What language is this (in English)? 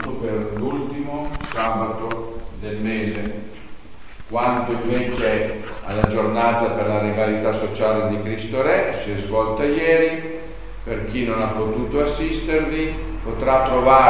Italian